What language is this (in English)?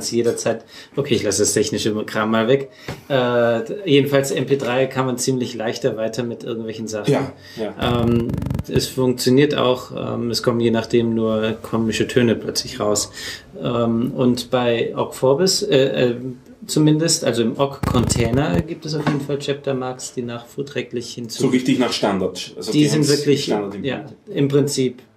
German